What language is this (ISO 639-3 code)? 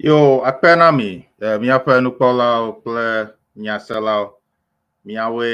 ewe